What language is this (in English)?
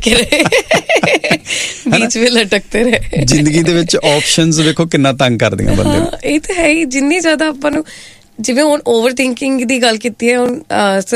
Punjabi